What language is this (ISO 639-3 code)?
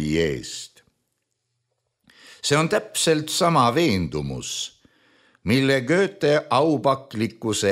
est